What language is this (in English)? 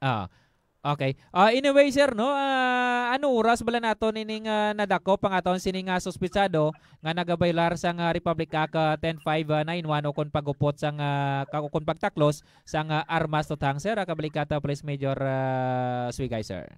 Hiligaynon